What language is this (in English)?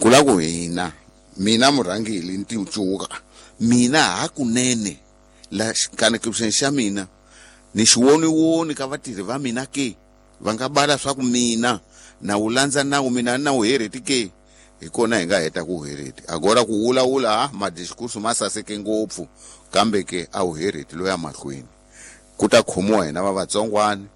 Tsonga